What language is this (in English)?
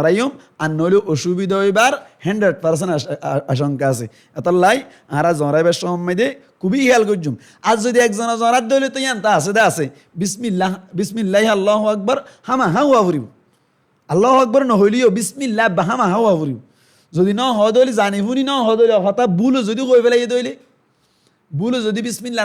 Rohingya